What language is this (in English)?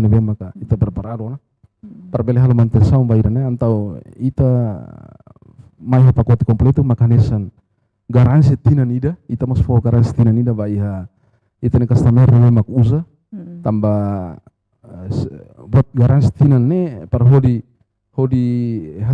Tetum